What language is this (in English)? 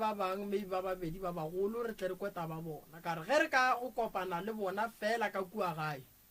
Northern Sotho